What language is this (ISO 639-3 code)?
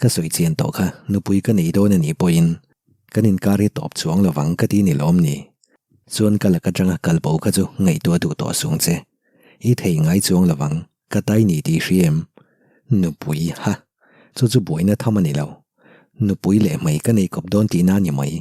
lus